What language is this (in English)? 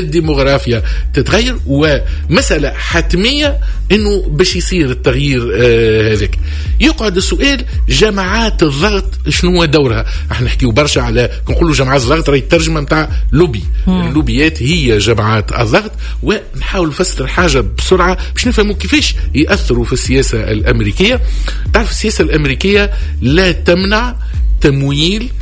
Tunisian Arabic